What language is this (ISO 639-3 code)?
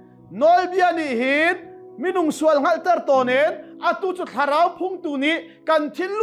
cnh